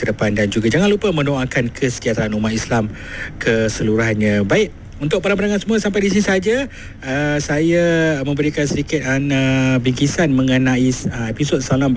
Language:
Malay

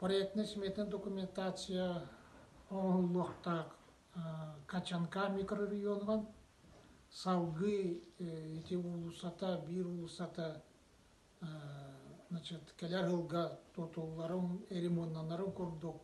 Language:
Yakut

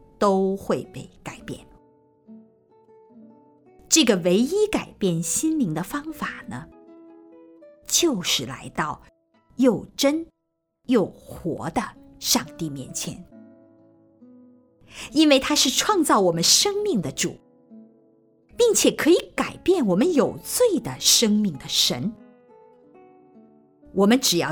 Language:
Chinese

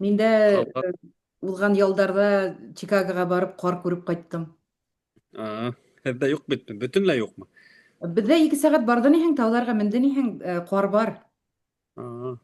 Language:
Bashkir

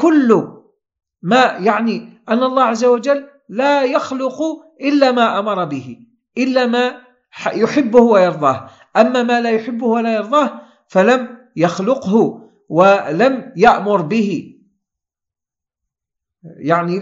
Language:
Arabic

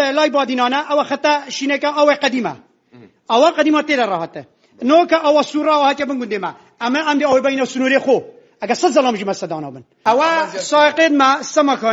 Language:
Central Kurdish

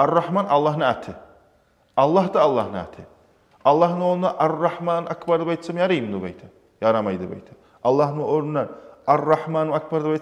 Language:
Kumyk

